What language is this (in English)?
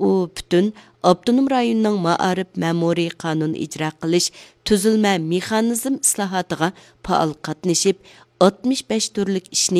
Uyghur